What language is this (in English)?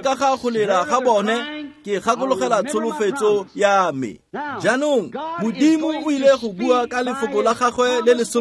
Tswana